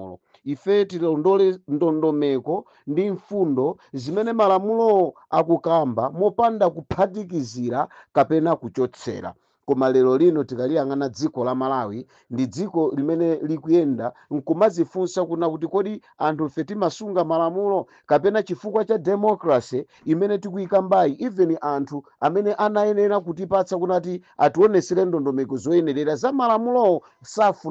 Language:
Nyanja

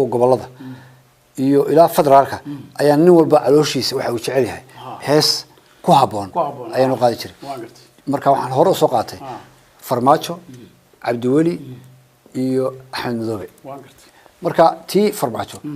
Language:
Somali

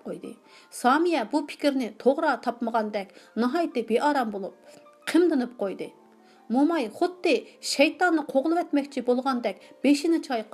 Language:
Uyghur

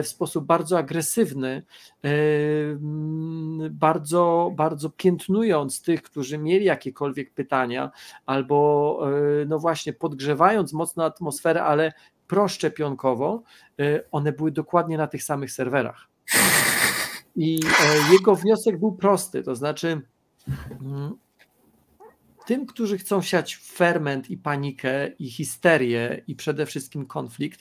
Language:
Polish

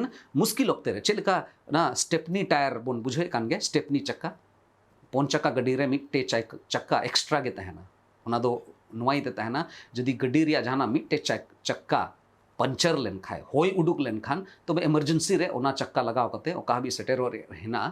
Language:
Santali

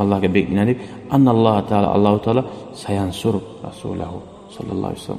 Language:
Kumyk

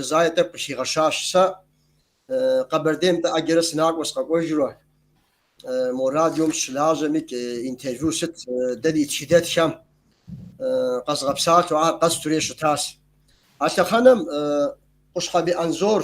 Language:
Kabardian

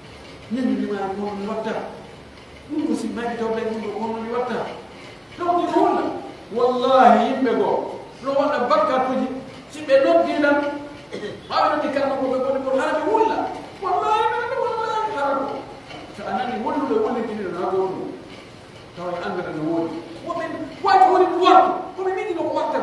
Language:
Pular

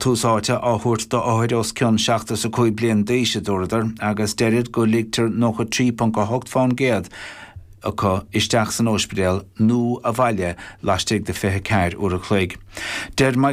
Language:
Irish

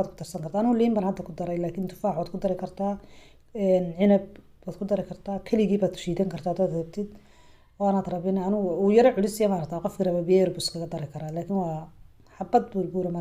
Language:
Somali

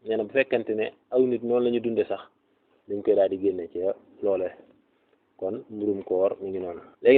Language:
Wolof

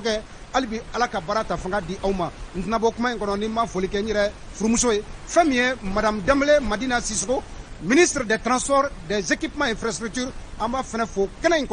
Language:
Bambara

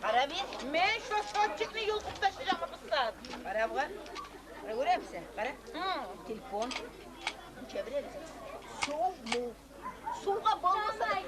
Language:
Kumyk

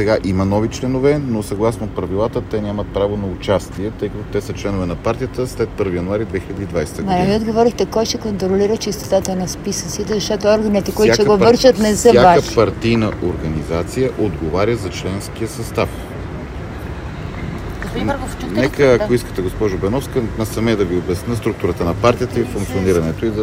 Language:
Bulgarian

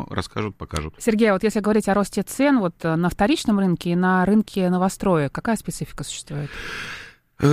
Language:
Russian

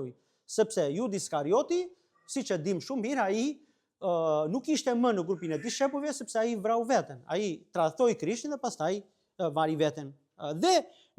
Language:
Albanian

